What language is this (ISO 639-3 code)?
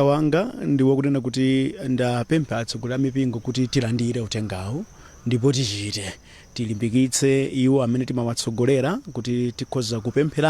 nya